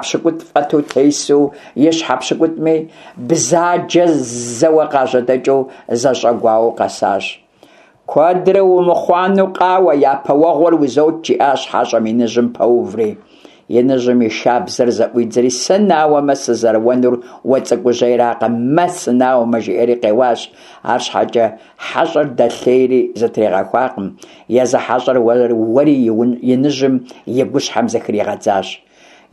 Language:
Kabardian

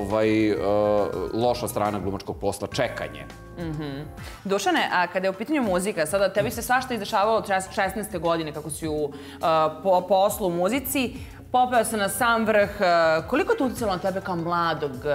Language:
Serbian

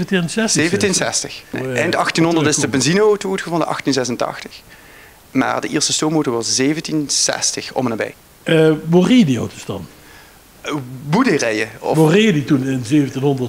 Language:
Limburgish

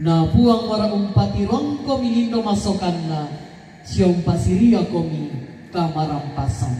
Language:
Toraja-Sa'dan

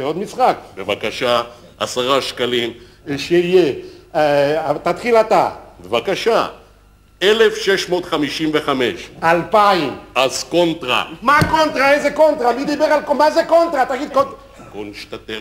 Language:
Hebrew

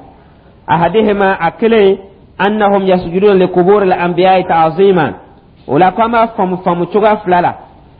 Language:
Dyula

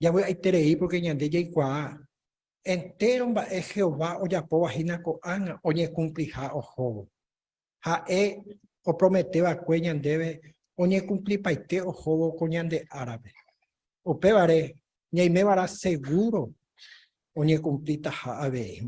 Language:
Guarani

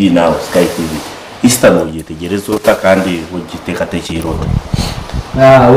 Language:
Nyankole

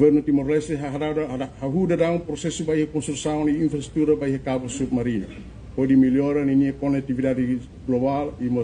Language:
Tetum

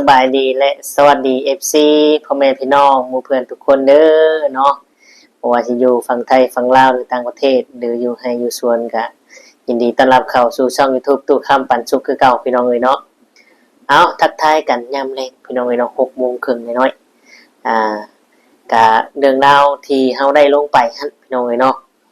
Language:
Northeastern Thai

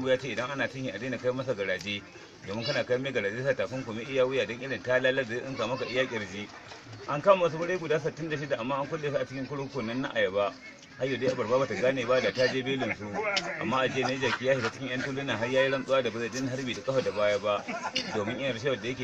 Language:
Hausa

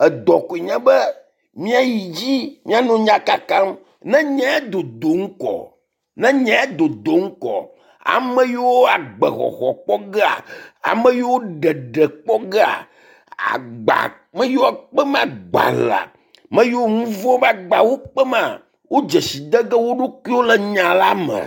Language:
Ewe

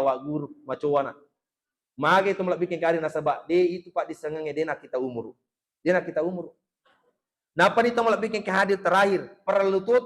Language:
Buginese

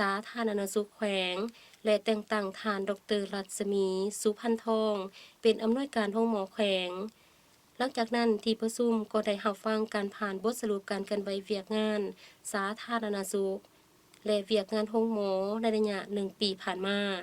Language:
Lao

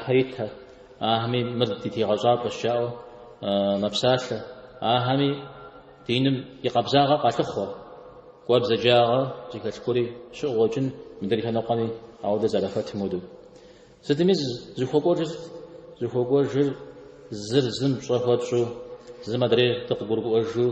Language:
Kabardian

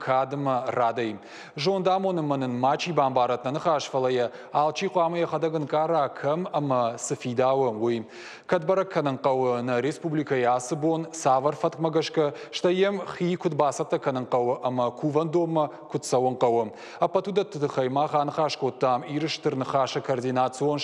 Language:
Ossetic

